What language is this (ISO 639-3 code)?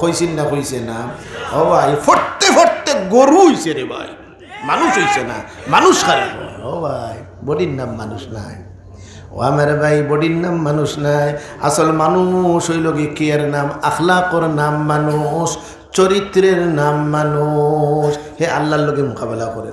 syl